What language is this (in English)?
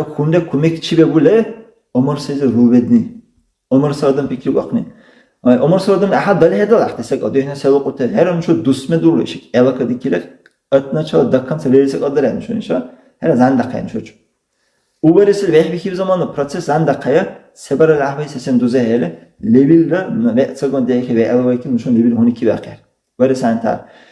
Dargwa